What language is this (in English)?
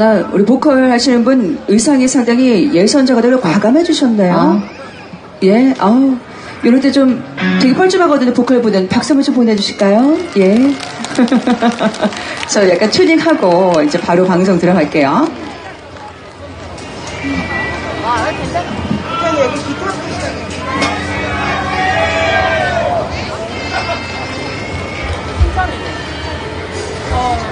Korean